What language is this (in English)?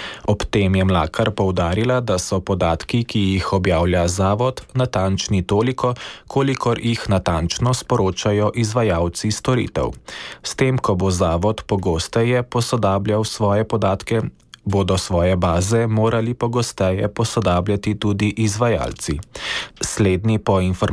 Slovenian